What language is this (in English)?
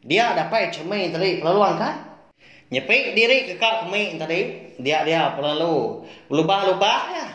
Iban